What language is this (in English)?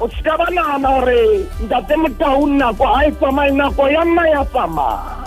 Southern Sotho